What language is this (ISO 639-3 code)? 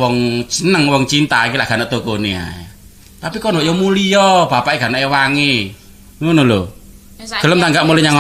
jav